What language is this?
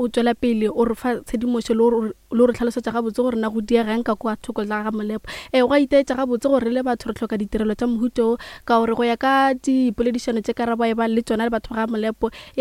Northern Sotho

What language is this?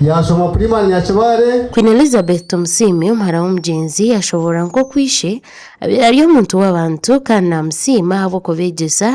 Nyankole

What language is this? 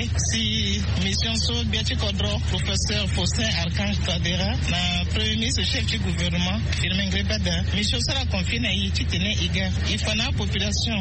Sango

